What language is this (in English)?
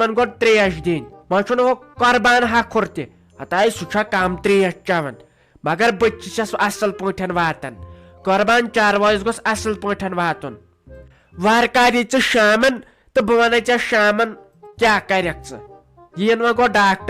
Kashmiri